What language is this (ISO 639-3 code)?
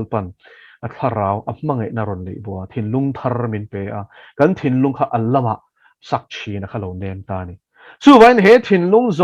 lus